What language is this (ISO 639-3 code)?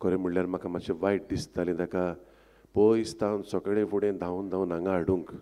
kok